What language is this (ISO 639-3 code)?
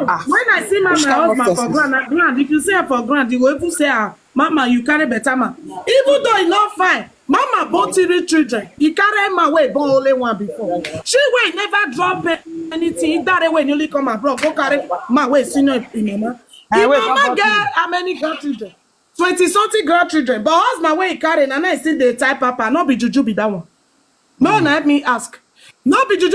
pcm